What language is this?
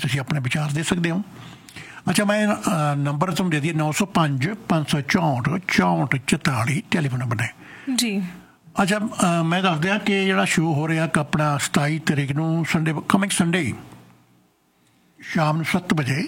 Punjabi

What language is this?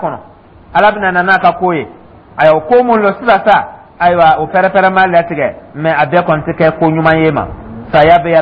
Dyula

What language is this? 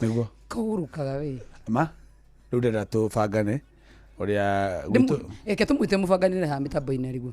Kikuyu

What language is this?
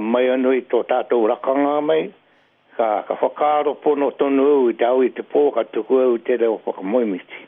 Māori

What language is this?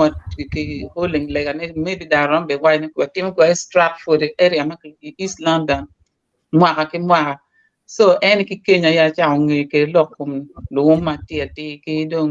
Acoli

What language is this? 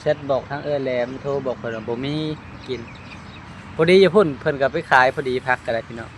Lao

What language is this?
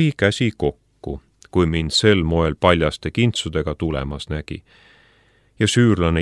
Estonian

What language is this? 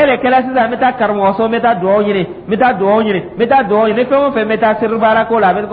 Dyula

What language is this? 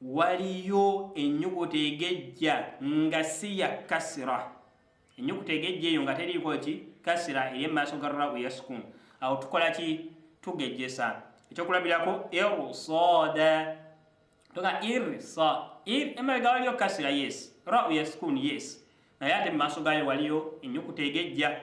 Ganda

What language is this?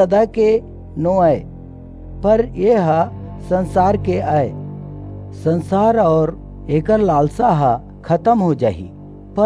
Chhattisgarhi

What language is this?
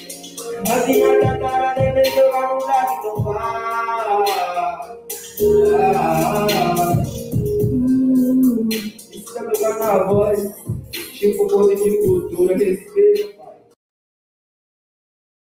Portuguese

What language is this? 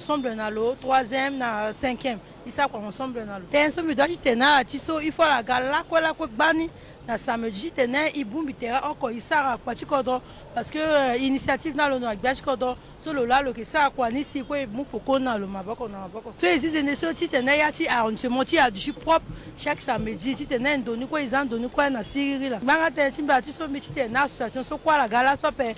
Sango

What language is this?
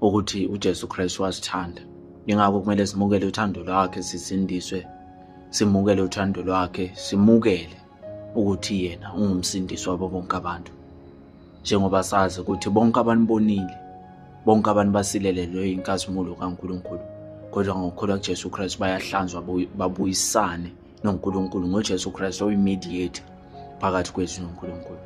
Zulu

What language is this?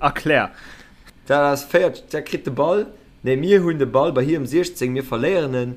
Luxembourgish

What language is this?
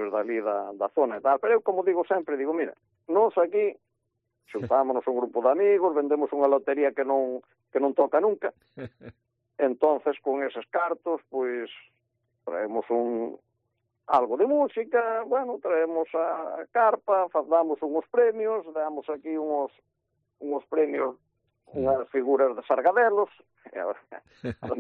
Galician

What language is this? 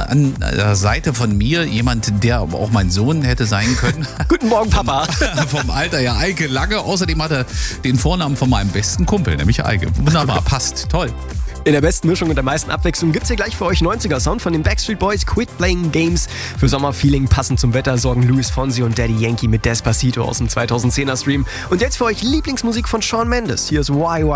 German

